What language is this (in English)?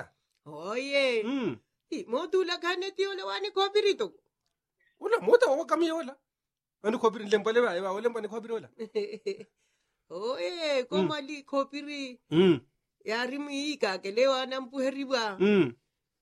Swahili